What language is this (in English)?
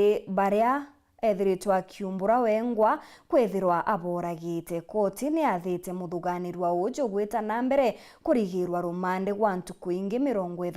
Meru